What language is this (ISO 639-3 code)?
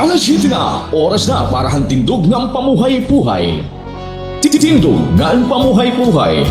war